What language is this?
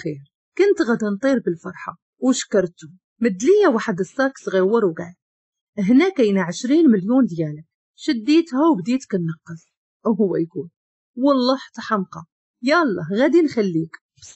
Moroccan Arabic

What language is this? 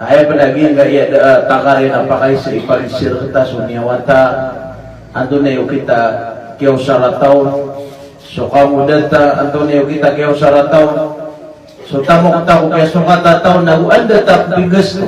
Maranao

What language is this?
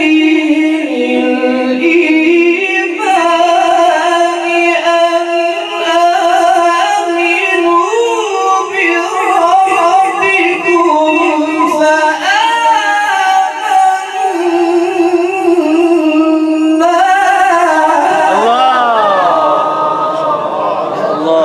Arabic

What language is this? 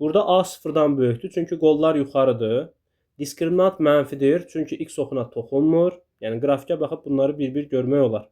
Azerbaijani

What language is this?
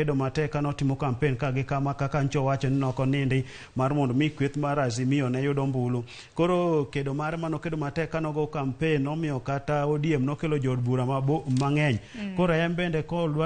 Luo (Kenya and Tanzania)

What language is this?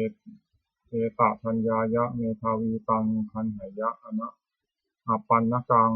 Pali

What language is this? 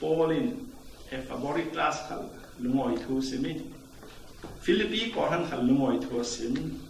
Falam Chin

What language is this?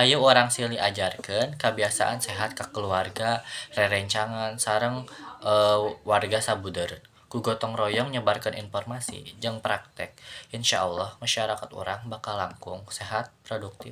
Sundanese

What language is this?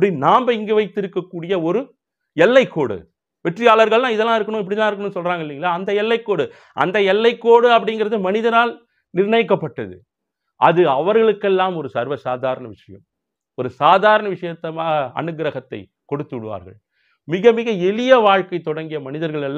Tamil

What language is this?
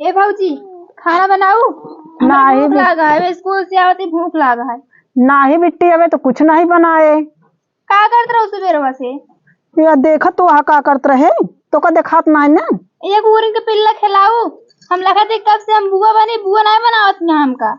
Awadhi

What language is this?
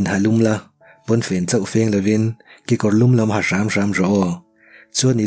Mizo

